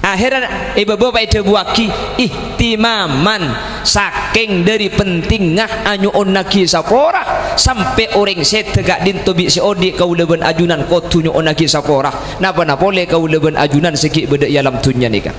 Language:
Madurese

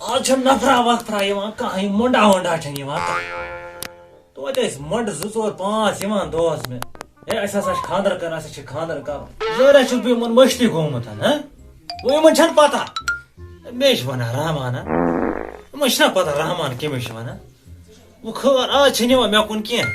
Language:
Kashmiri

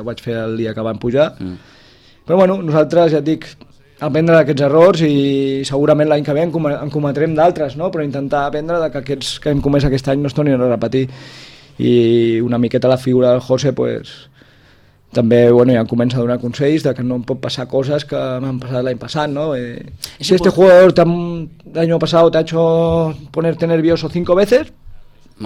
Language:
Catalan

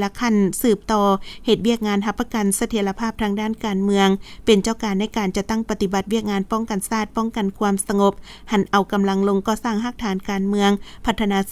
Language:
Lao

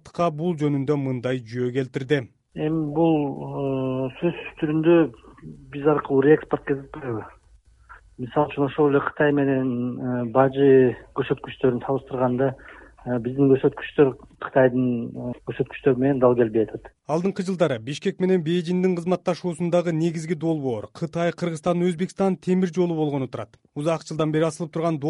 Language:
Kyrgyz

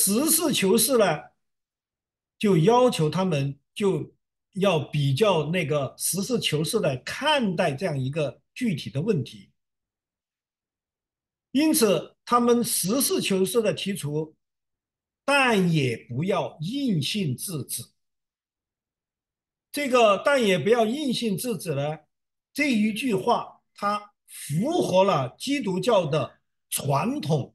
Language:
Chinese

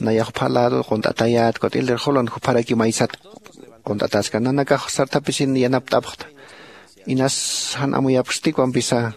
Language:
Aymara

